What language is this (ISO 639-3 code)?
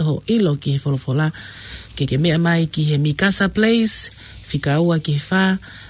ton